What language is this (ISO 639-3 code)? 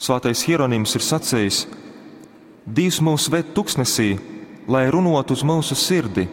ltg